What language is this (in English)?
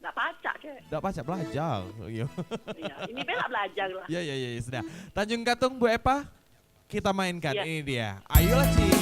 Musi